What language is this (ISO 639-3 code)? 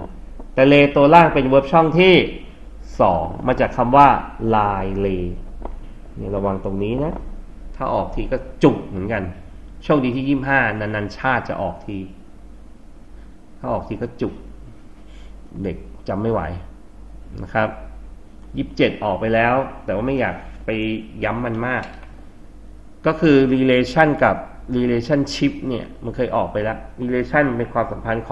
tha